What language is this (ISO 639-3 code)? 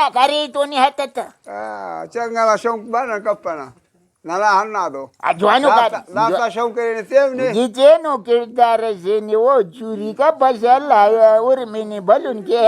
brh